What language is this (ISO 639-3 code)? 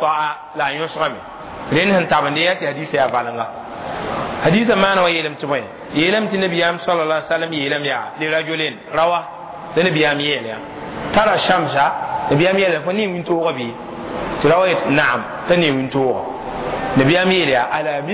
mos